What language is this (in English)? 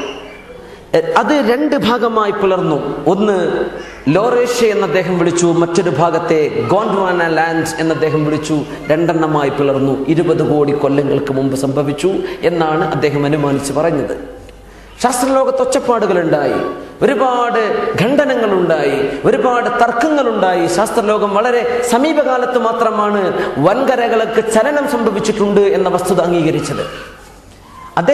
Malayalam